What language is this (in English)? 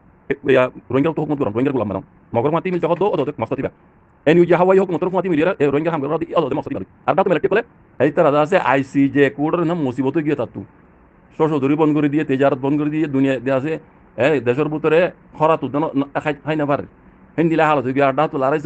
Rohingya